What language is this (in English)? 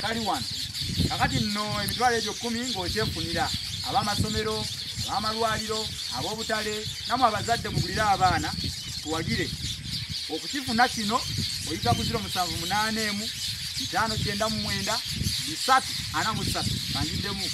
Ganda